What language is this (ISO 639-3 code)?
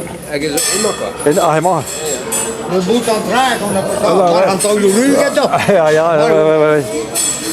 bre